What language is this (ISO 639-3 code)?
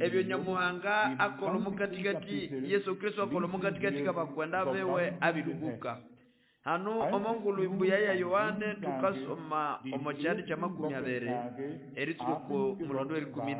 nnb